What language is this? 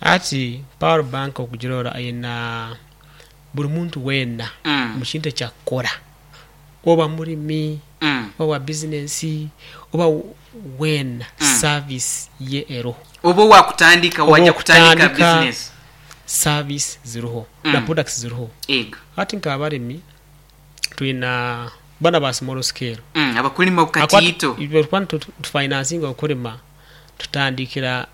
Nyankole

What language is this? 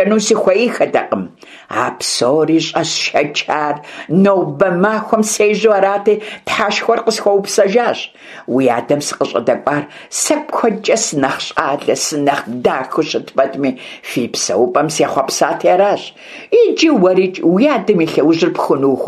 Kabardian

